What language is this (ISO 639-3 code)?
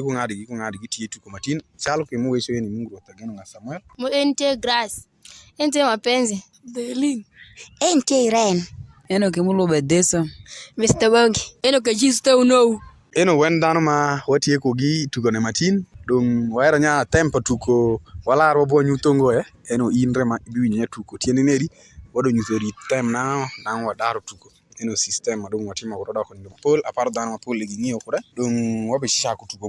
alz